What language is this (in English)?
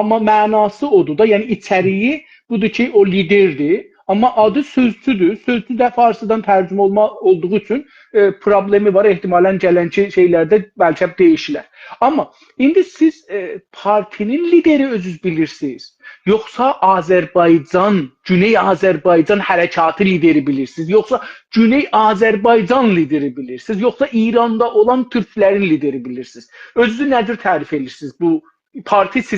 South Azerbaijani